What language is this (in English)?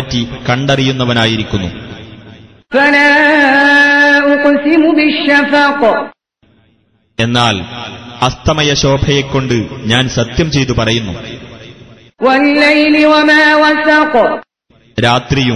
Malayalam